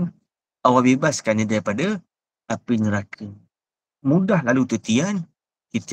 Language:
Malay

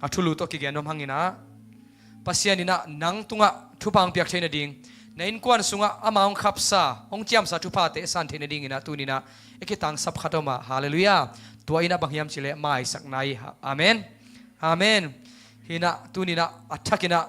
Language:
Tedim Chin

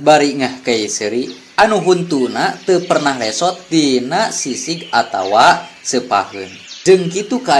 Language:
Sundanese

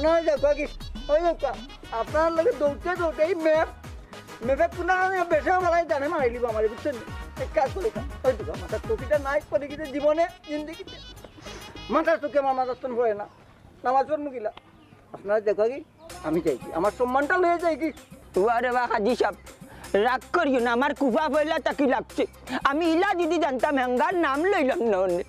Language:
Sylheti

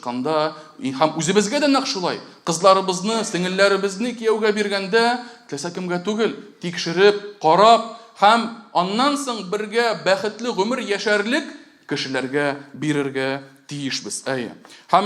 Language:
Tatar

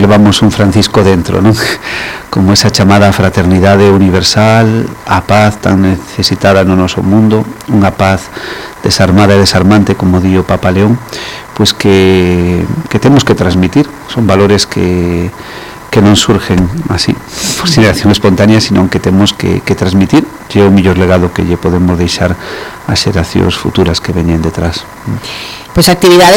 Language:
Galician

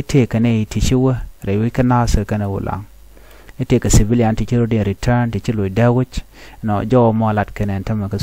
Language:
Nuer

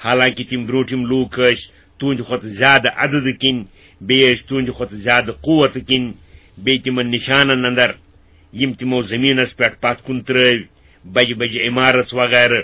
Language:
Kashmiri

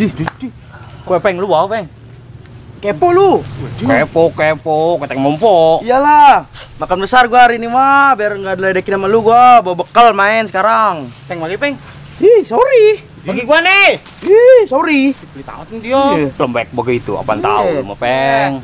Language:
Betawi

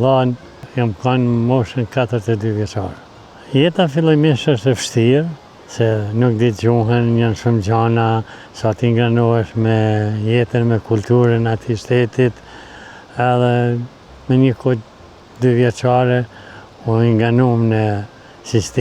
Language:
Albanian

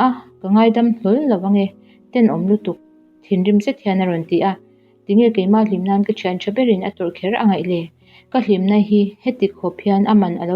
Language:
Mizo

